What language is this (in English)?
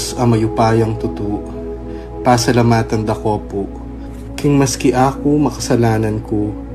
Pampanga